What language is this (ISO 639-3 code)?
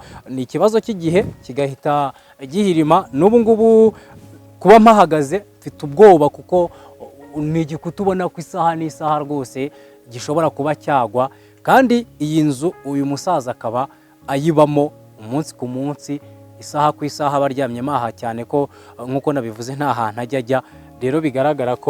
kin